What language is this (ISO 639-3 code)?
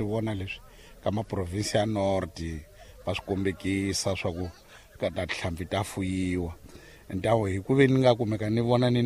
tso